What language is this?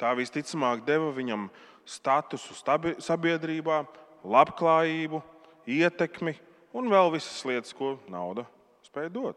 Latvian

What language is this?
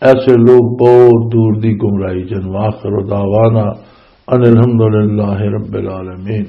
Western Panjabi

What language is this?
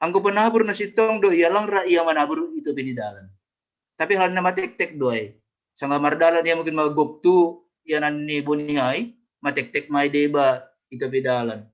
Batak Simalungun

